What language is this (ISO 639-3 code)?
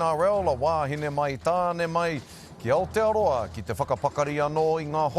mri